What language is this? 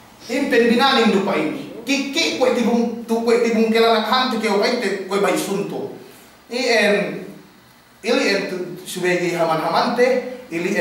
Yakan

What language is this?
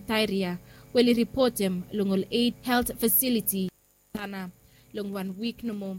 Bislama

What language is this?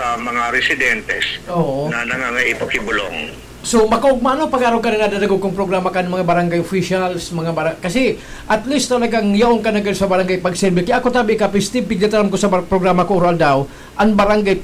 Bikol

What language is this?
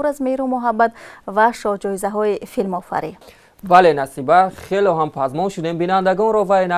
Tajik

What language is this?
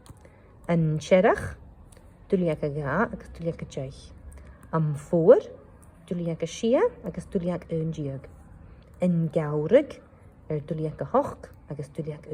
Scottish Gaelic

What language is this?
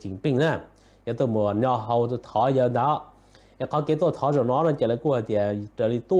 Hmong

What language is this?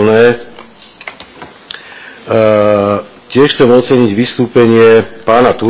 Slovak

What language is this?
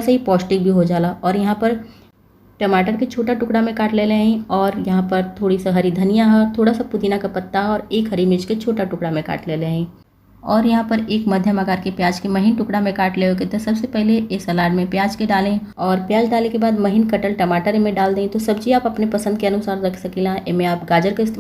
Bhojpuri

